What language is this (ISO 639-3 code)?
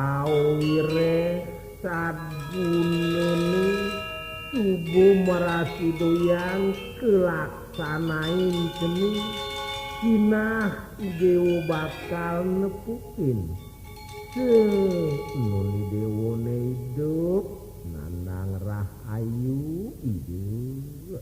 ban